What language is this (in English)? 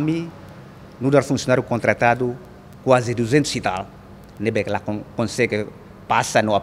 Tetum